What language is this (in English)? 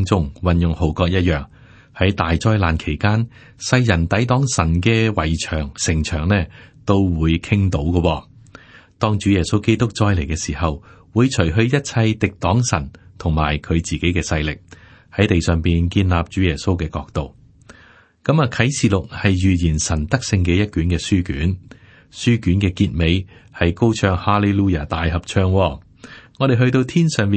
Cantonese